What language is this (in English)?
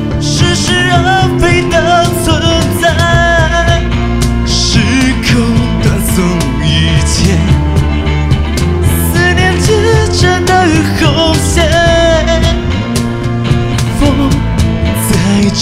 Chinese